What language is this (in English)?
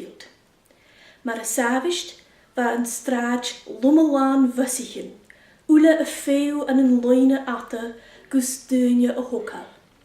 Scottish Gaelic